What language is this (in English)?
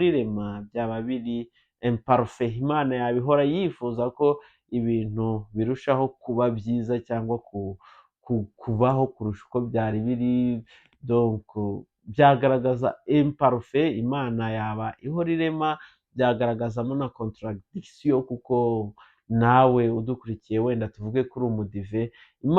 Kinyarwanda